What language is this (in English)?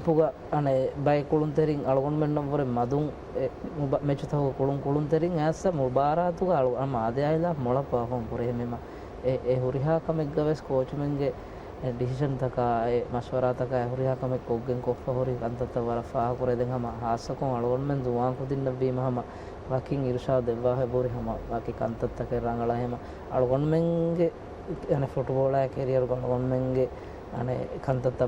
Divehi